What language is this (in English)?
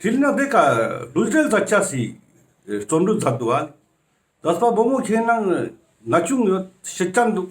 Ladakhi